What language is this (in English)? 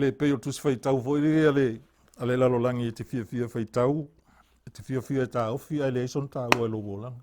Samoan